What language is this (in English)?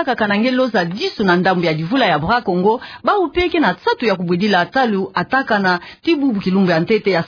Kituba (Democratic Republic of Congo)